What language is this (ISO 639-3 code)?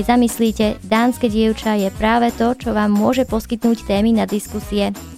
slk